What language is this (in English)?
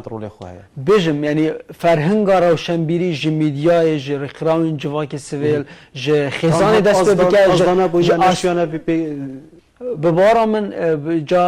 Kurdish